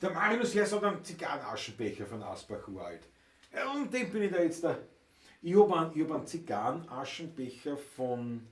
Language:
Bavarian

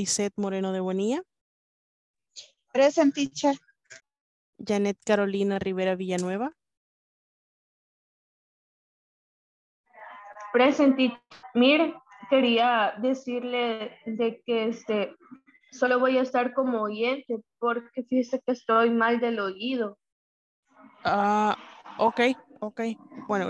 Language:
Spanish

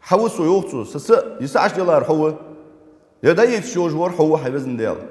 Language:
Ingush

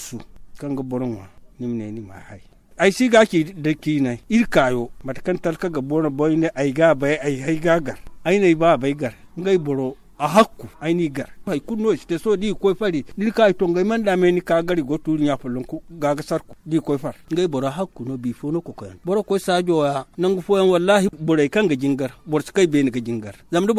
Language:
Zarma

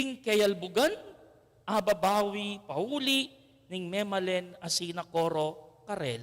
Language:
Pampanga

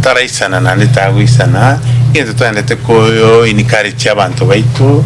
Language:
Gusii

